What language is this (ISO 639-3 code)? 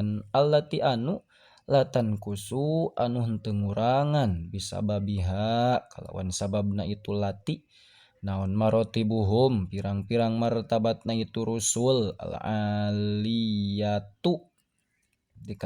sun